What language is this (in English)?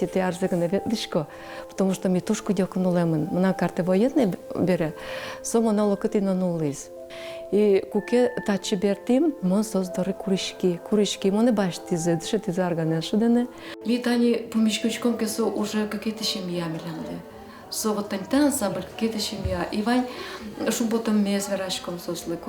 Udmurt